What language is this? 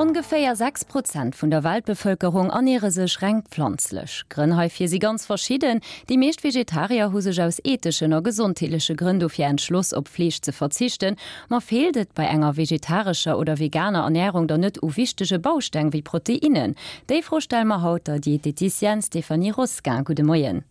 Luxembourgish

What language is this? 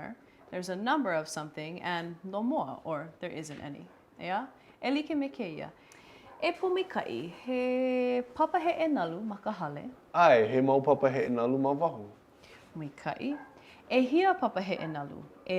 Hawaiian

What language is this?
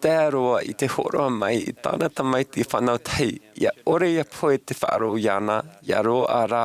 Tahitian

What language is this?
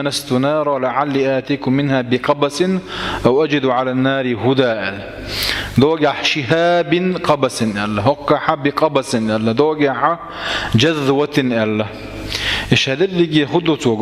Chechen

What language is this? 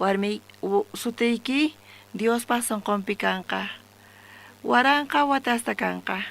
South Bolivian Quechua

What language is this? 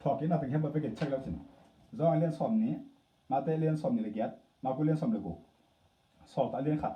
Tedim Chin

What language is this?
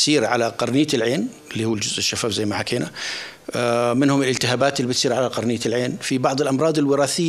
North Levantine Arabic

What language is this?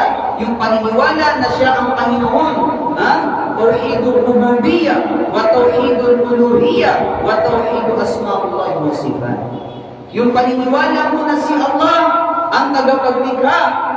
Maranao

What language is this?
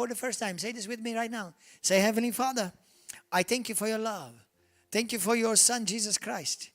English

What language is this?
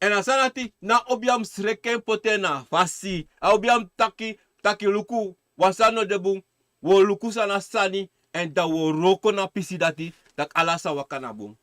Sranan Tongo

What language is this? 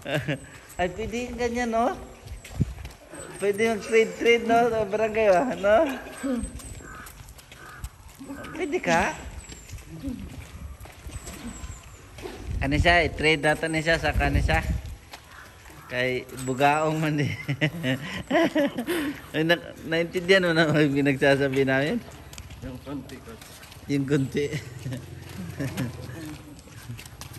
Filipino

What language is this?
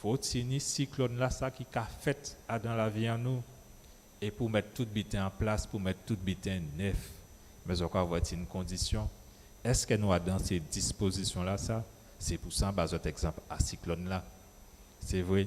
Guadeloupean Creole French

